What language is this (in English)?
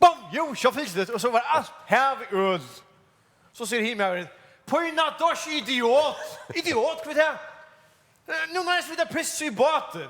Faroese